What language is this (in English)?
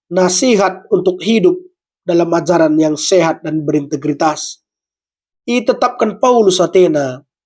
Batak Karo